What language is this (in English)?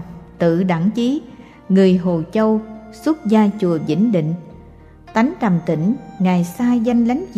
Vietnamese